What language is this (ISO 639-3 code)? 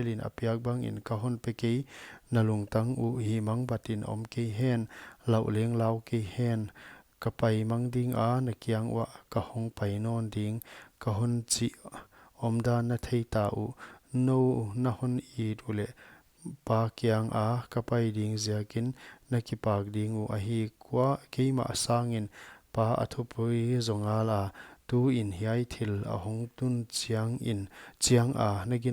pck